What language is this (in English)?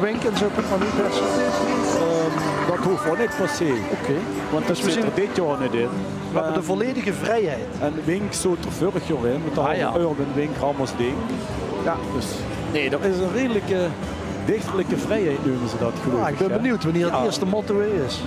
Limburgish